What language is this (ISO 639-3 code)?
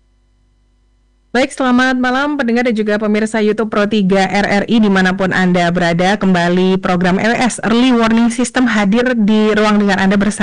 ind